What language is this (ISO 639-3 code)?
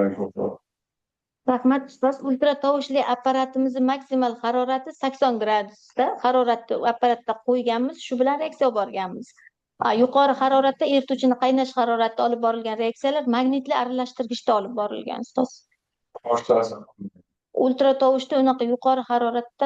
uzb